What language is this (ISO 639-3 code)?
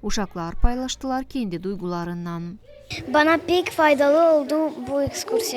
gag